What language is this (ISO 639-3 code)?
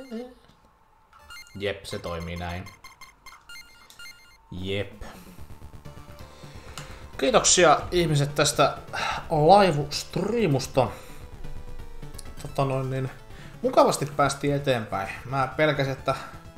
fin